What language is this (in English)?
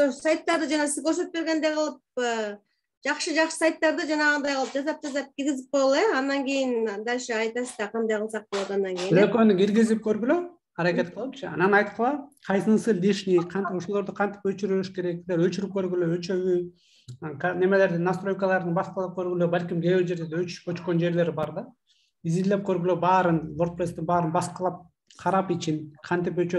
Kyrgyz